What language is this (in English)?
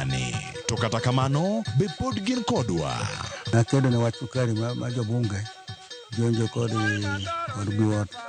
Luo (Kenya and Tanzania)